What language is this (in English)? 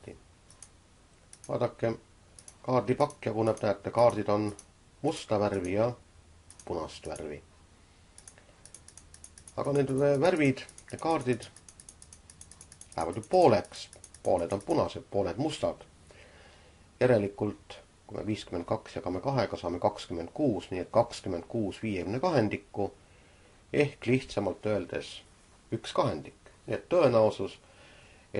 Estonian